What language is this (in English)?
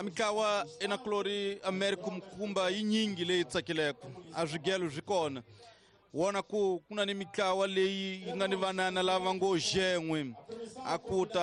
Tsonga